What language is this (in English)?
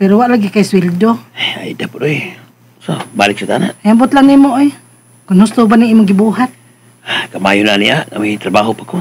Cebuano